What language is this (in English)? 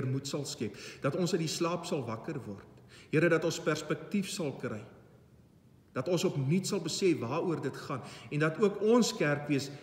Afrikaans